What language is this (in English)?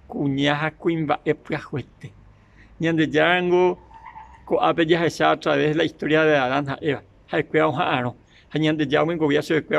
Guarani